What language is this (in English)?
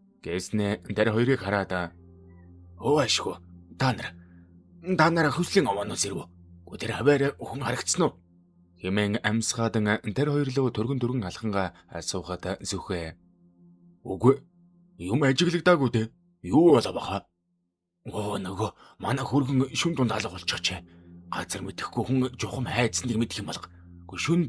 Mongolian